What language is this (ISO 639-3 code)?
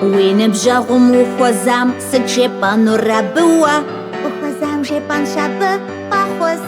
kbd